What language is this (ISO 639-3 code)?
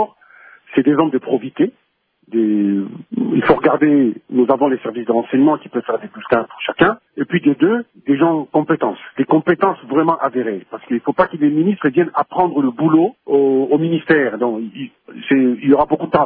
fra